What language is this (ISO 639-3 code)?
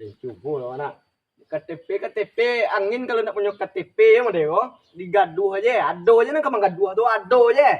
min